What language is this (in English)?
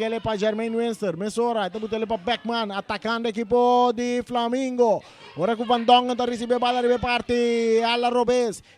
Papiamento